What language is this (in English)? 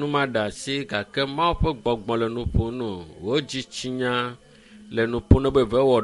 Ewe